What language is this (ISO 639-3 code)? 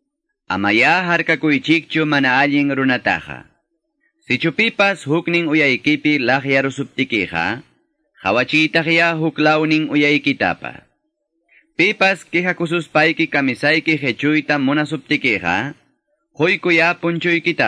que